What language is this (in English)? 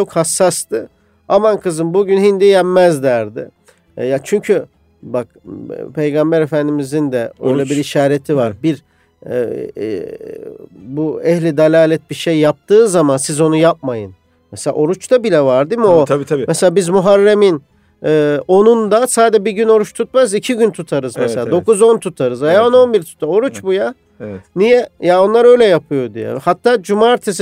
Turkish